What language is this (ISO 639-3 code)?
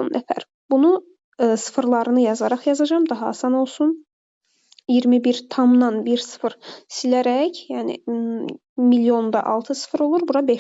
aze